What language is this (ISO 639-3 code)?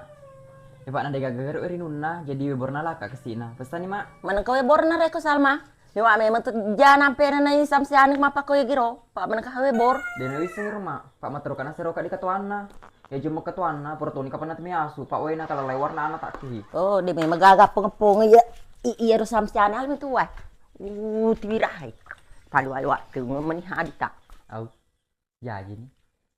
bug